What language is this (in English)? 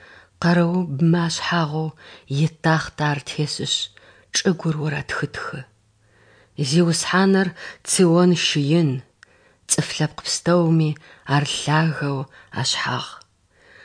Adyghe